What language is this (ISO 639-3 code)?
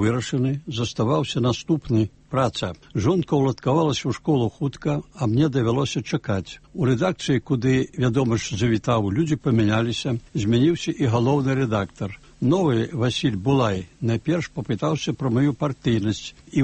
bel